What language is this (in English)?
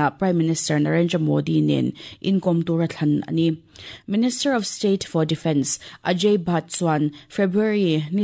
Mizo